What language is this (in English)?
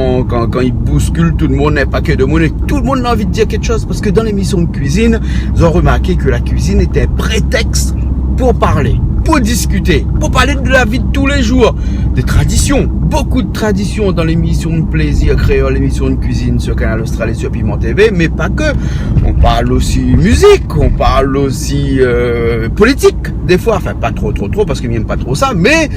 Réunion Creole French